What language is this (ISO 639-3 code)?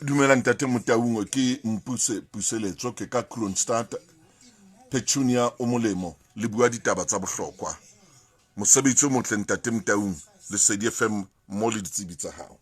sot